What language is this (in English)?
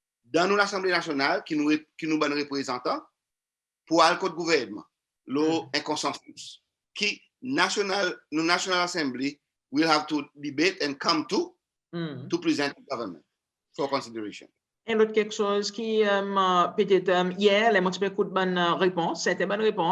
Seselwa Creole French